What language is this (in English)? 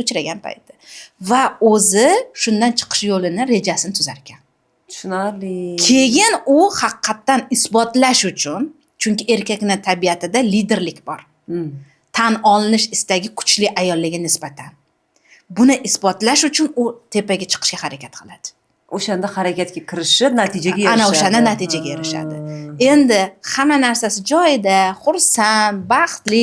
Uzbek